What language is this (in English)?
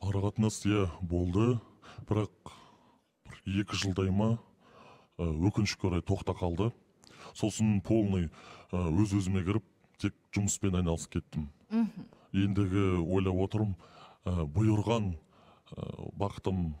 Kazakh